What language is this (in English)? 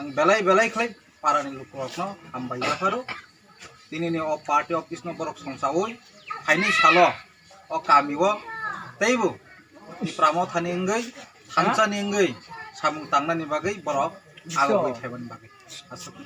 Kok Borok